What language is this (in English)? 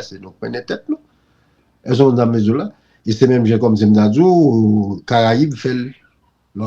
Haitian Creole